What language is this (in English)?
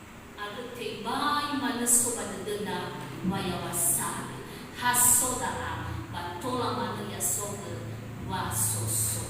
Nias